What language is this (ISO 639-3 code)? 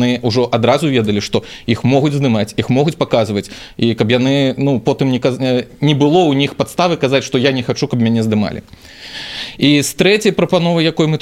bel